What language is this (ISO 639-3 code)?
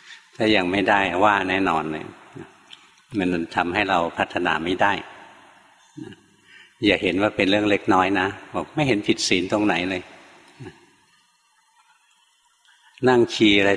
tha